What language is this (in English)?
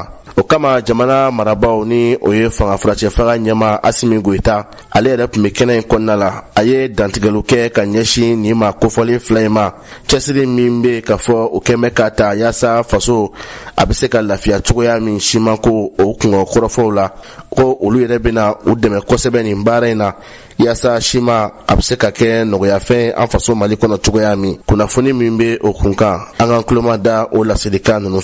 Bambara